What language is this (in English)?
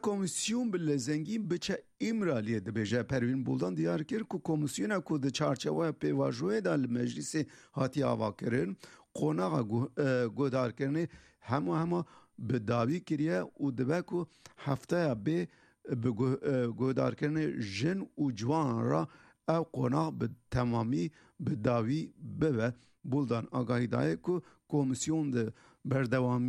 Kurdish